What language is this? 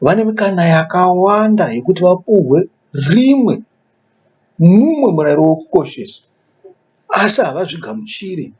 Shona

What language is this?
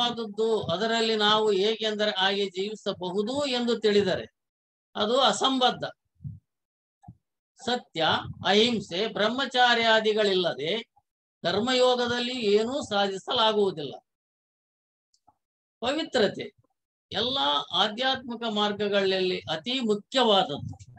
Kannada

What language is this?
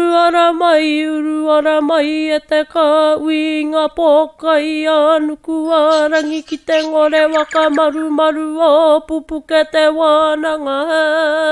Māori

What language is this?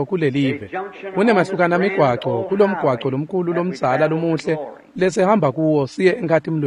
Swati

